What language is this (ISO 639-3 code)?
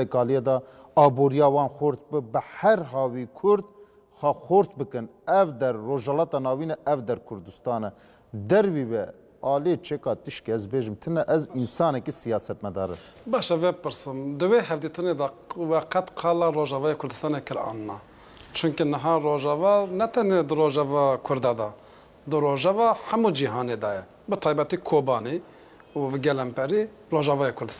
kur